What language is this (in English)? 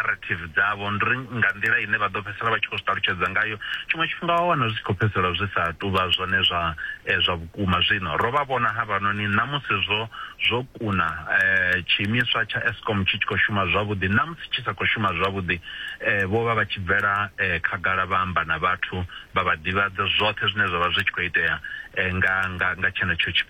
Venda